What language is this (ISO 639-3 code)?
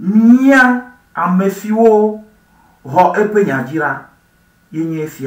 ewe